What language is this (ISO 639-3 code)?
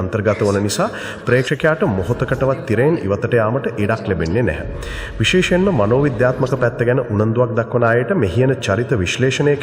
sin